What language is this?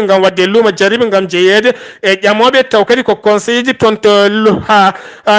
Fula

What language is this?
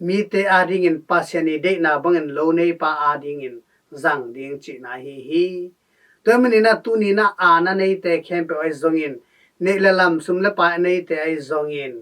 Tedim Chin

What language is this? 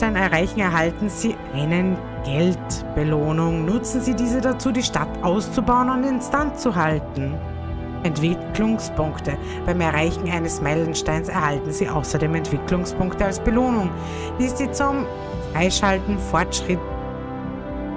German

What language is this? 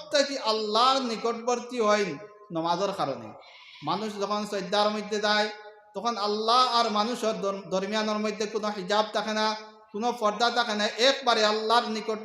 Sylheti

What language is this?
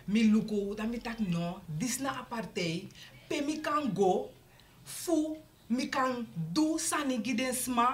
Sranan Tongo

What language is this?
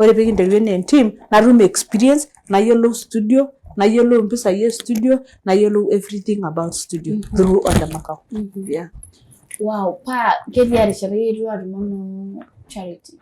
Masai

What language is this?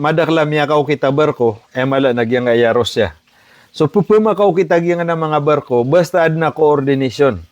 Maranao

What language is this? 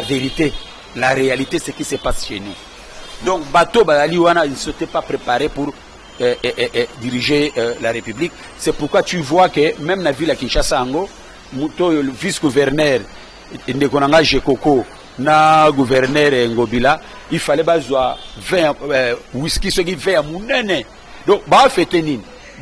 Lingala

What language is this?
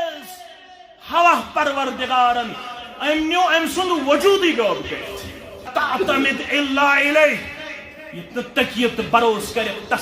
Kashmiri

